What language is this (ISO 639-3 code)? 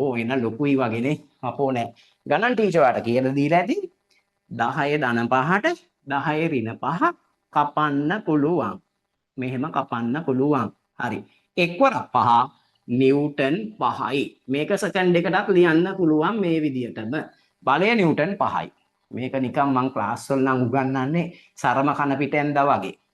sin